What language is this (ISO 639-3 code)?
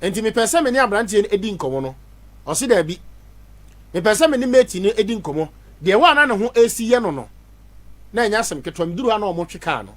aka